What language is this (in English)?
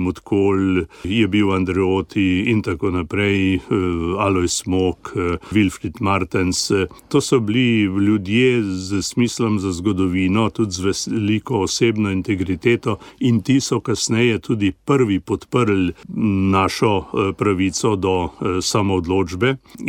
Slovenian